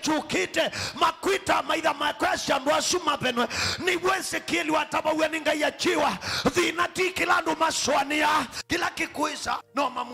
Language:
Kamba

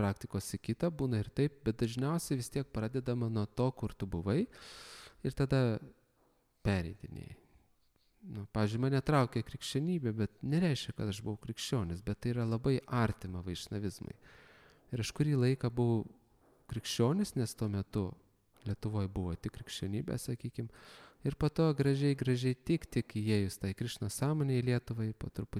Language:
Lithuanian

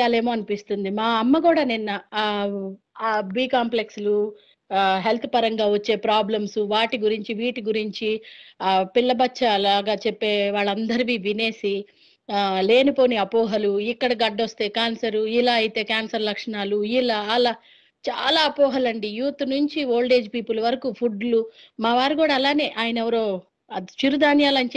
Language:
Telugu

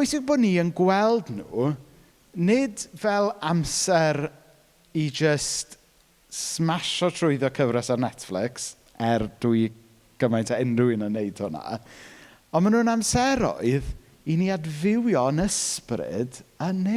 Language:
Welsh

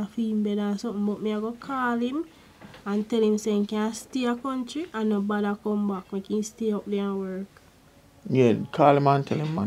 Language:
Jamaican Creole English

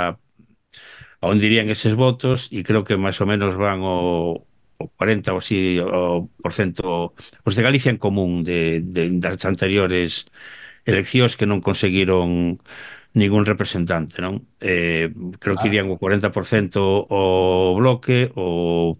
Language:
Galician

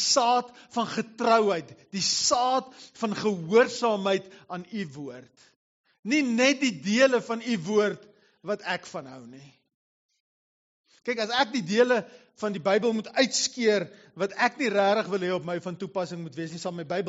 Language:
Afrikaans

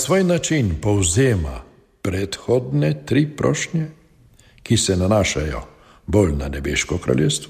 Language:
Slovenian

